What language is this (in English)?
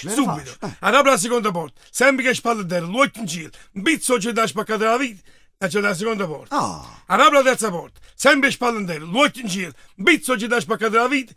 Neapolitan